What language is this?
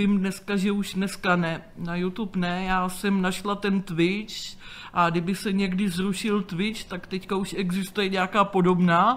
Czech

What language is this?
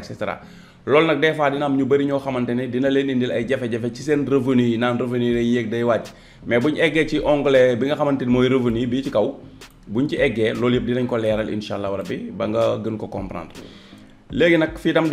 Wolof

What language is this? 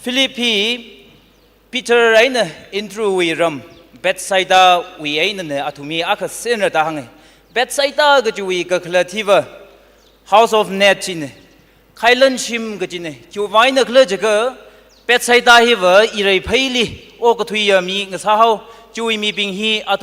Tangkhul Naga (India)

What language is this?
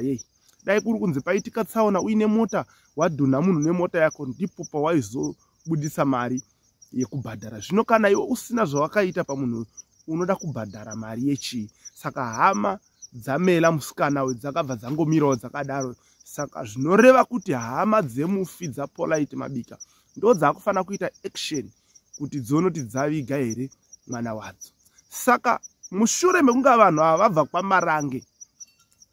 Shona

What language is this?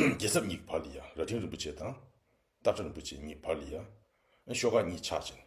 Tibetan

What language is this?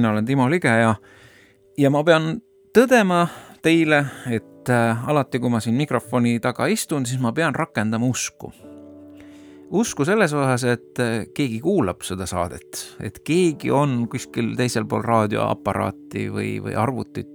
Estonian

